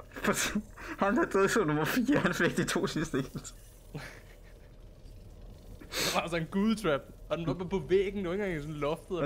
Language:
Danish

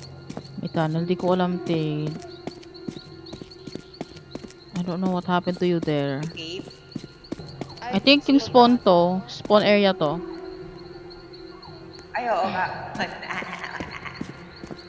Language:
Filipino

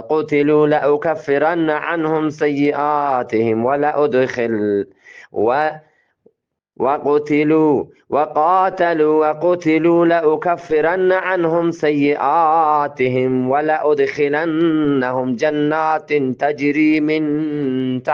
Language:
Eastern Balochi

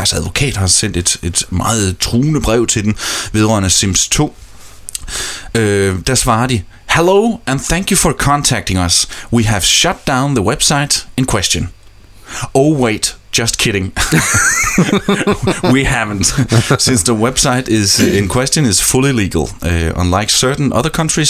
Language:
Danish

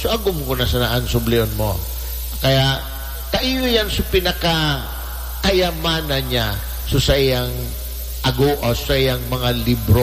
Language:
Bikol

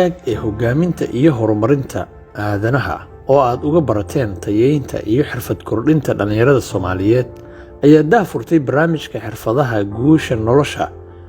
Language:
Somali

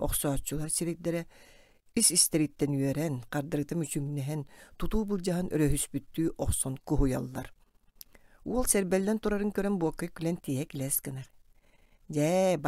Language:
Yakut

